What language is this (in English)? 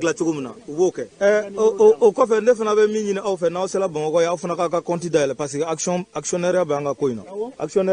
Bambara